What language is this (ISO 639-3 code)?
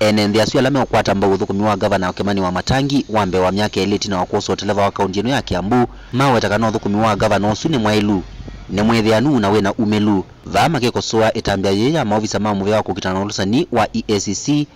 kam